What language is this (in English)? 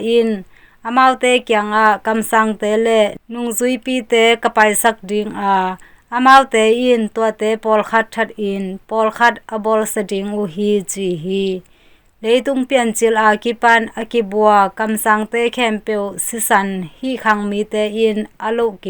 Tedim Chin